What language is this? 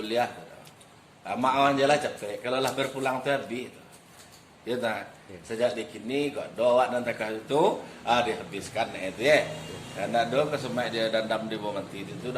Minangkabau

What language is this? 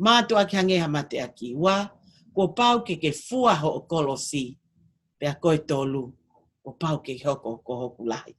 Tongan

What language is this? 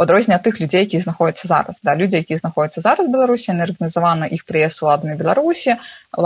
Belarusian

